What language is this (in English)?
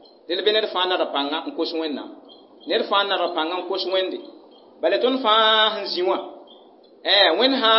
Mossi